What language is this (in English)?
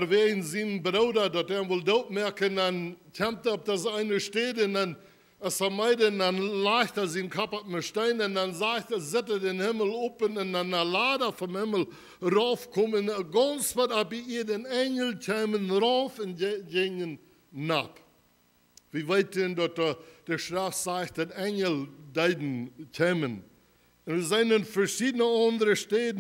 Plautdietsch